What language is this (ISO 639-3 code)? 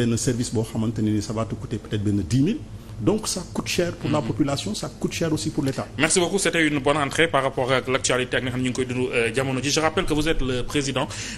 wol